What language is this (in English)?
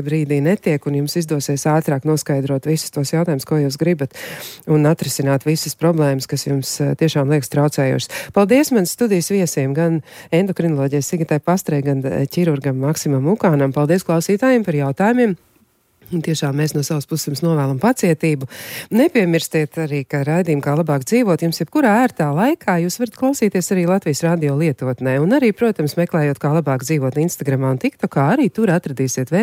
Latvian